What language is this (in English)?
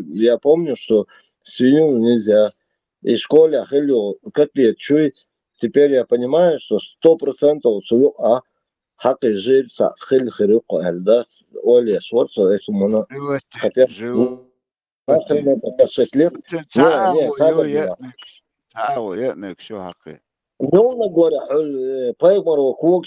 Chechen